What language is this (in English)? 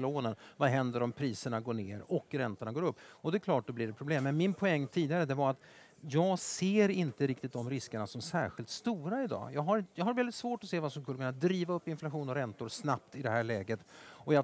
Swedish